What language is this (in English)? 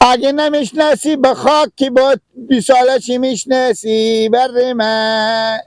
Persian